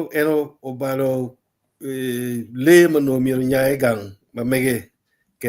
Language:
Acoli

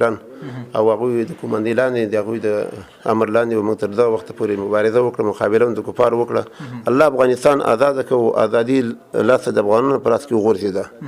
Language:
Pashto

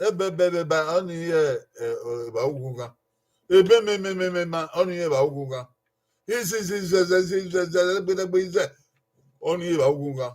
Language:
Bini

